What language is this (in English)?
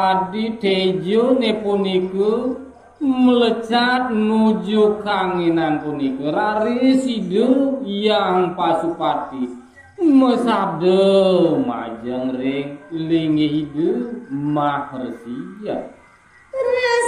Balinese